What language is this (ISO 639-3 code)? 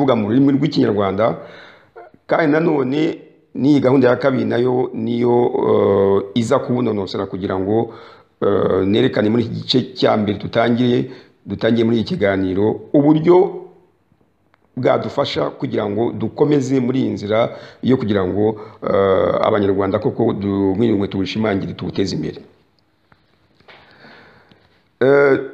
kin